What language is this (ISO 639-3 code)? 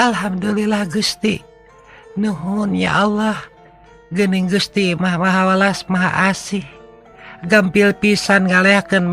sun